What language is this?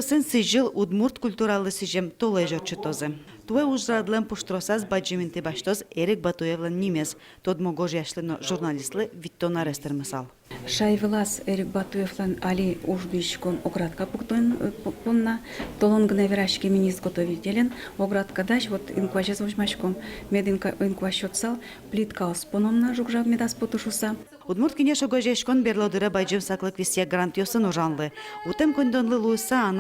Udmurt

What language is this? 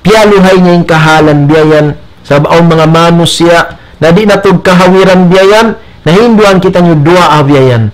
Tausug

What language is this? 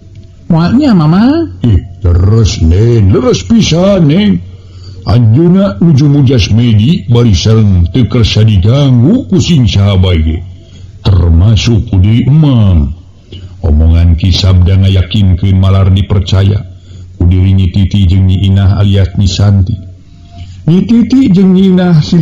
Sundanese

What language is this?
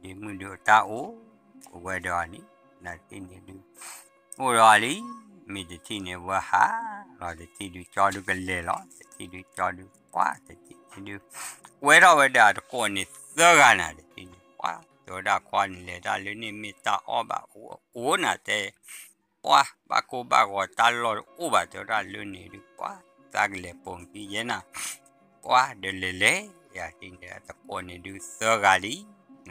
S'gaw Karen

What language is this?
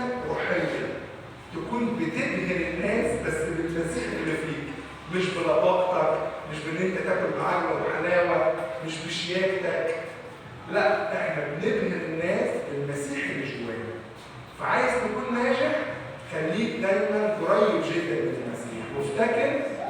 Egyptian Arabic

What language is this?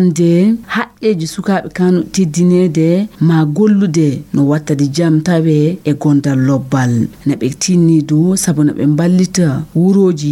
Fula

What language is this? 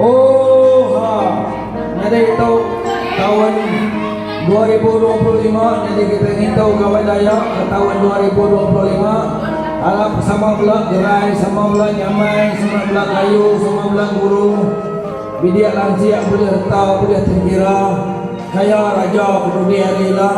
Iban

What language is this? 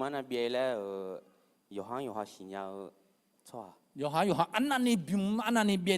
Akha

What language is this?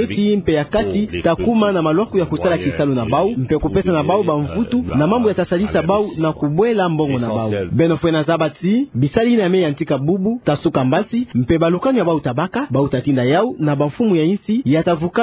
Kituba (Democratic Republic of Congo)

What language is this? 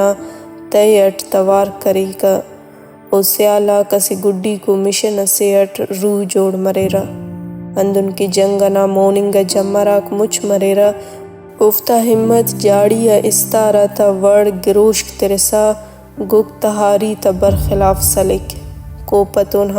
Brahui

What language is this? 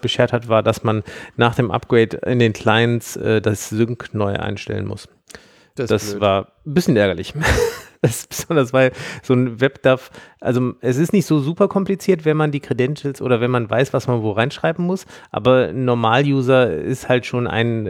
German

